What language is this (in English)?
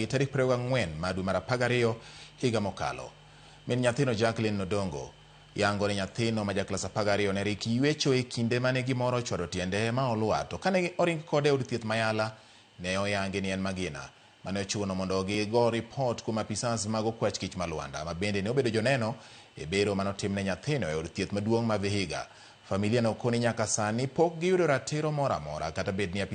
Luo (Kenya and Tanzania)